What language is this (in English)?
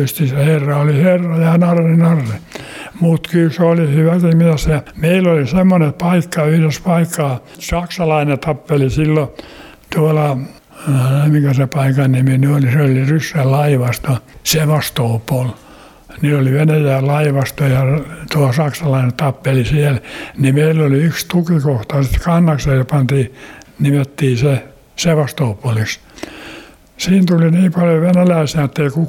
Finnish